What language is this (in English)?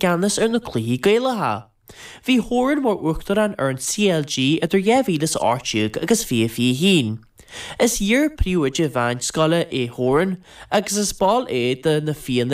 Irish